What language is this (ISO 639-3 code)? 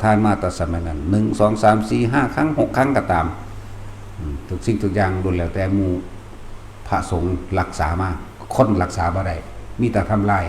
lao